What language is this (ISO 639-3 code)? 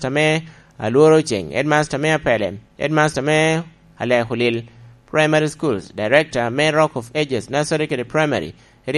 laj